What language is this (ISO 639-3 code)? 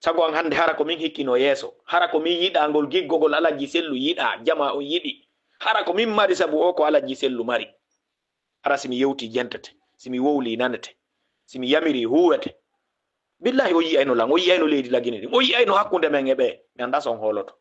ful